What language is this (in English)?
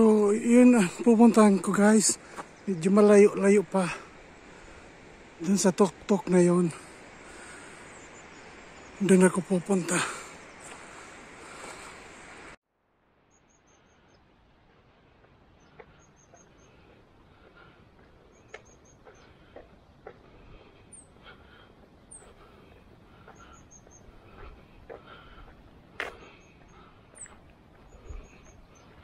Filipino